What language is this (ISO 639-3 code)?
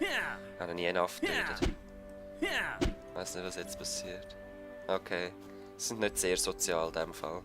gsw